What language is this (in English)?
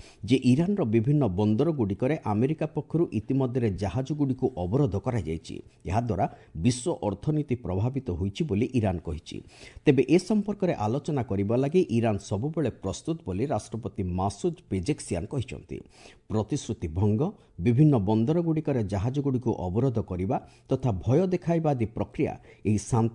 Odia